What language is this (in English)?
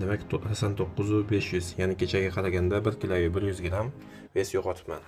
Uzbek